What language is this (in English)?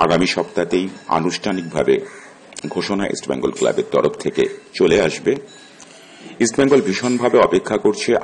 Bangla